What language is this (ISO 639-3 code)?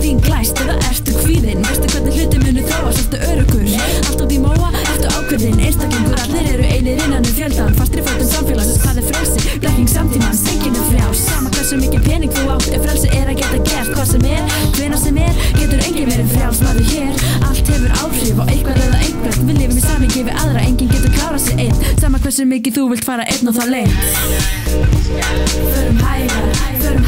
isl